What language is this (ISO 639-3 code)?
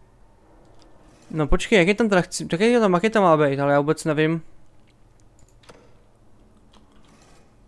ces